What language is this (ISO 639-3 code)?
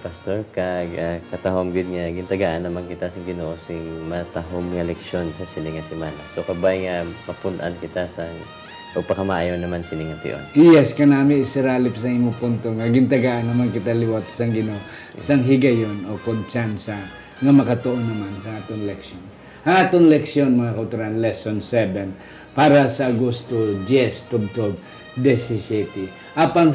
hil